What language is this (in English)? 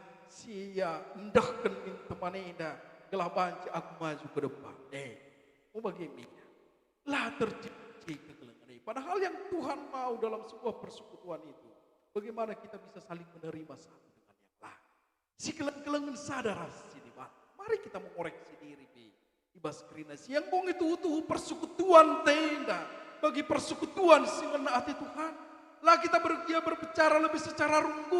Batak Karo